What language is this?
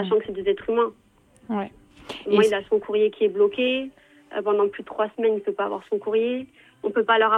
French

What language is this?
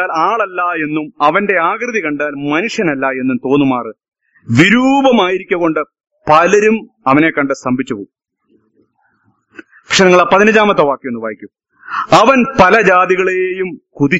Malayalam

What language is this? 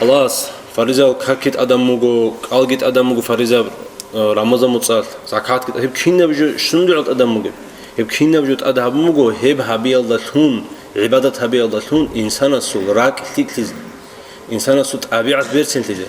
Avaric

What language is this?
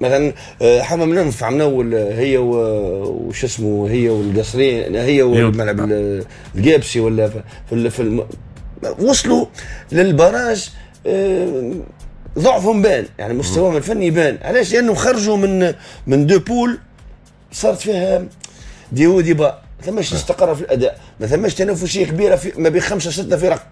Tunisian Arabic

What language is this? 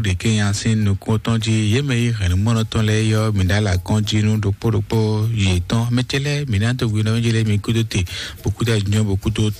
Fon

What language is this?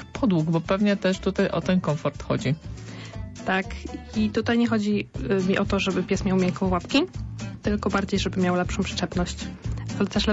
Polish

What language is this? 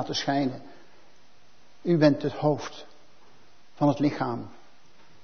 Dutch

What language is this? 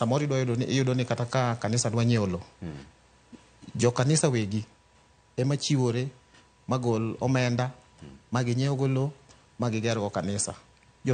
Luo (Kenya and Tanzania)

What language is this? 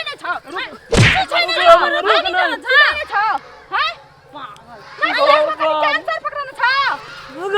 Maithili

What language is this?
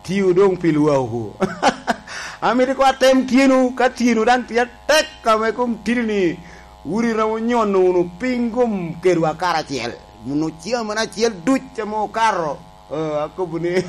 Lango (Uganda)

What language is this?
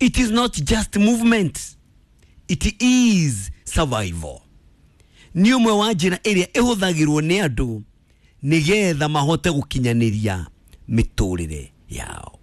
Kikuyu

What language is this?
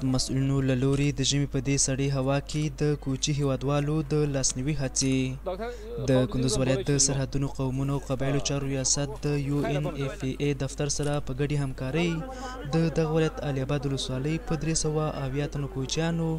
Pashto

